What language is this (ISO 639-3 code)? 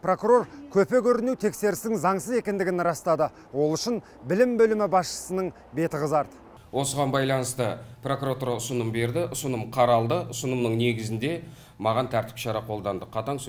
kaz